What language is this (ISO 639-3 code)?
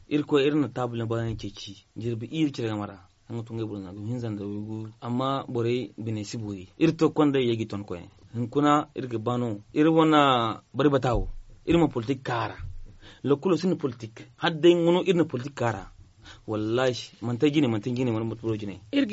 dje